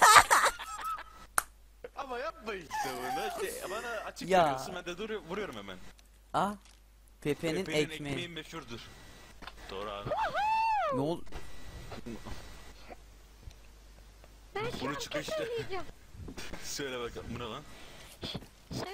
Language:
Turkish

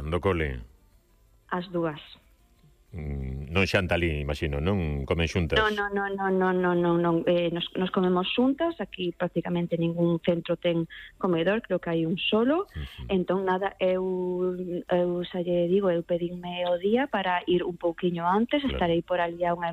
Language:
Galician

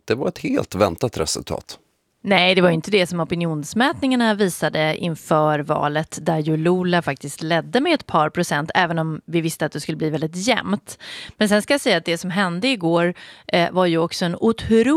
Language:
Swedish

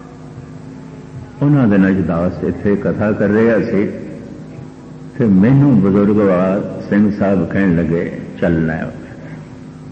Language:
Punjabi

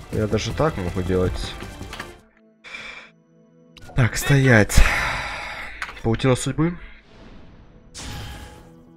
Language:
Russian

